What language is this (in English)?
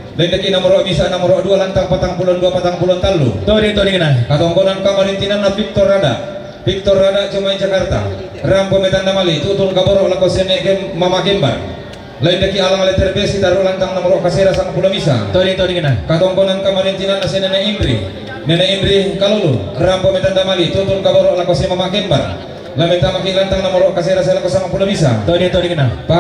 Toraja-Sa'dan